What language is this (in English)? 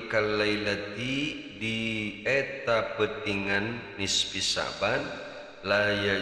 Sundanese